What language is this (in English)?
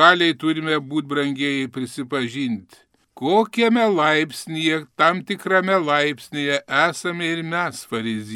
Lithuanian